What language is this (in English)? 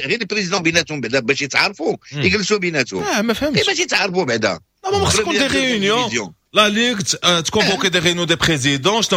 Moroccan Arabic